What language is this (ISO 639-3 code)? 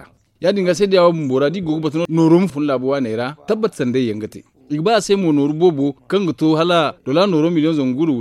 dje